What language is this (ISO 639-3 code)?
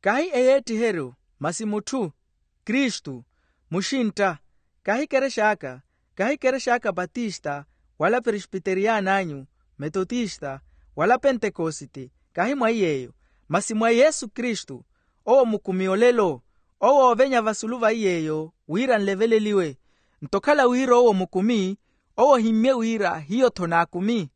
vmw